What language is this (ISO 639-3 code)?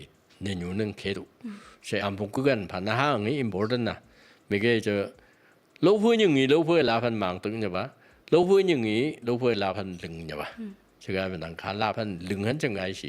nph